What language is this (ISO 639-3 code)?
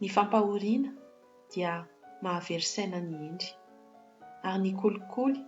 mlg